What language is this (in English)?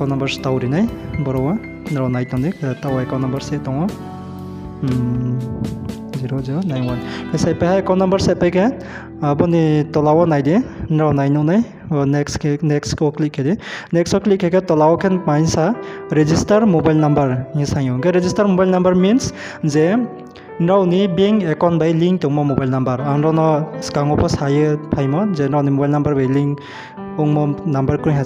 Riang (India)